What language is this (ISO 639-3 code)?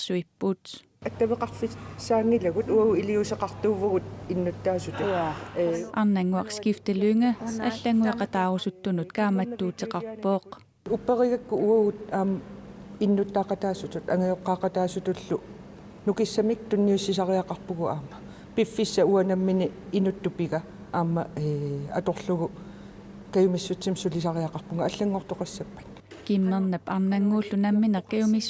kal